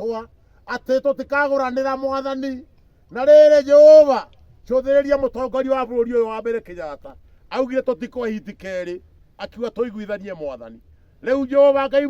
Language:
Kikuyu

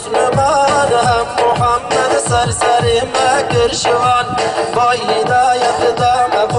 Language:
Kurdish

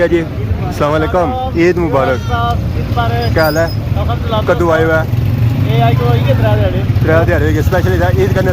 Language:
Pahari-Potwari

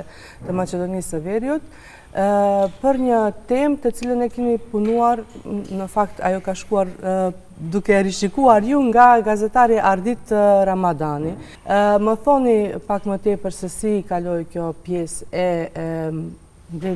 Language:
Albanian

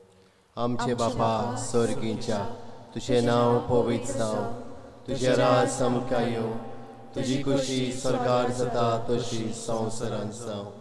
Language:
Konkani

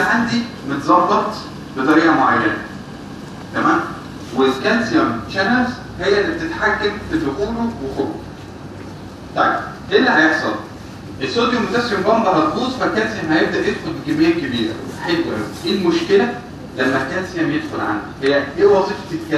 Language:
Egyptian Arabic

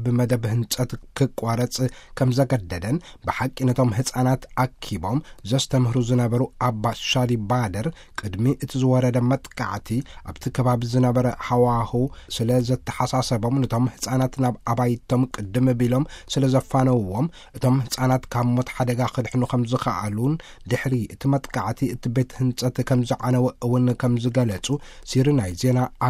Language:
Tigrinya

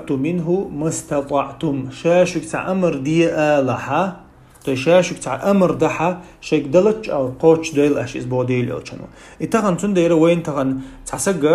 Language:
Chechen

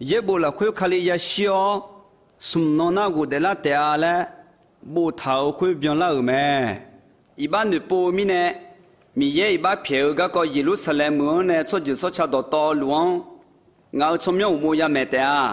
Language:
Akha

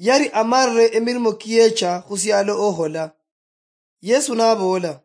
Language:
Luyia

